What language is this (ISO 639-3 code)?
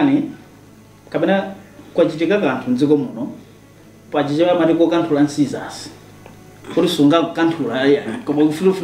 nya